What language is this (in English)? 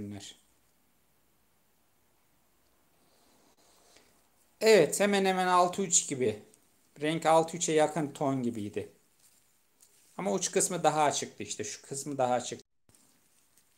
Turkish